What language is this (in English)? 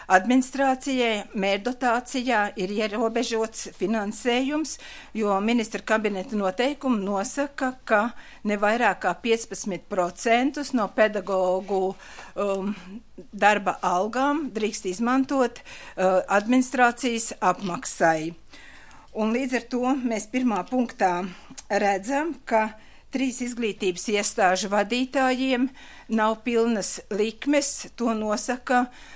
Latvian